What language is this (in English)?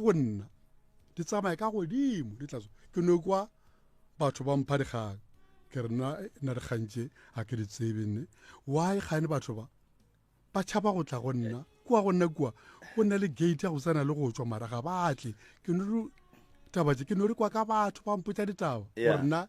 Northern Sotho